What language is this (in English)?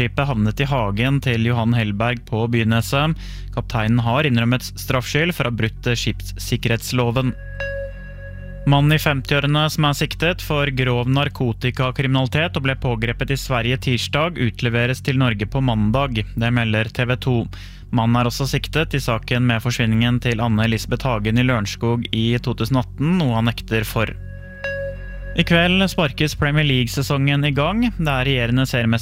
Norwegian